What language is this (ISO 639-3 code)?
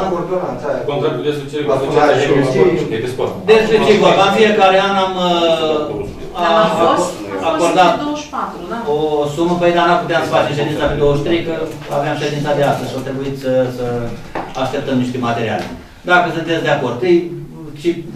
ron